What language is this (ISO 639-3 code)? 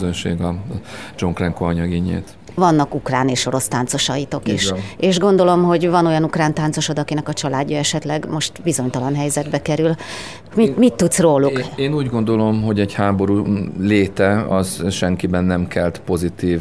hun